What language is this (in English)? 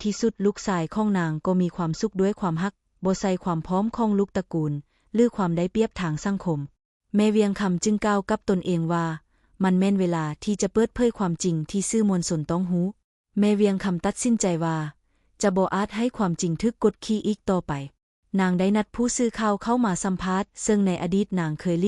Lao